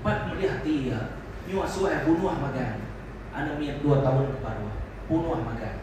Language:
Iban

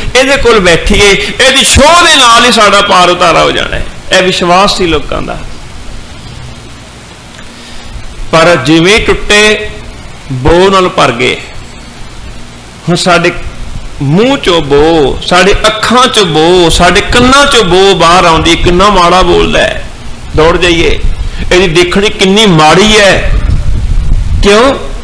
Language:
Punjabi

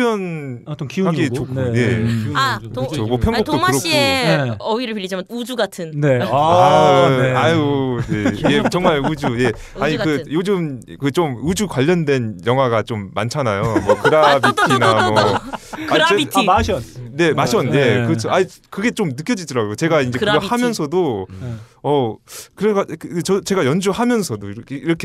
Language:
Korean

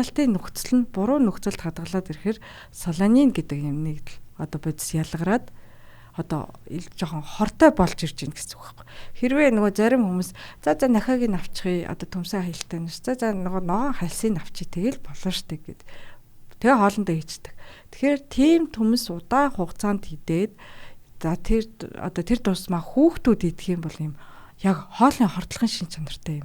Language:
Mongolian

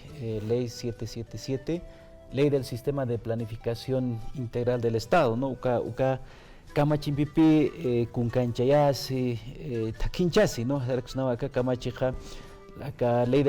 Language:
Aymara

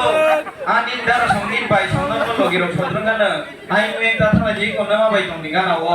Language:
Kok Borok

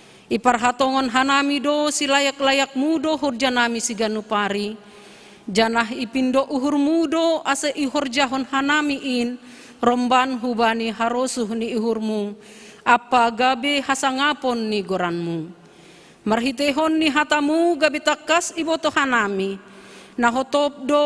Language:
Batak Simalungun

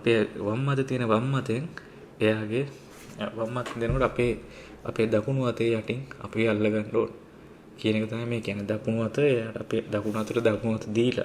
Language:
Sinhala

